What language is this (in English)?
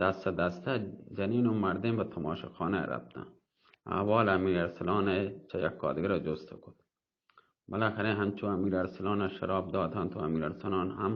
Baluchi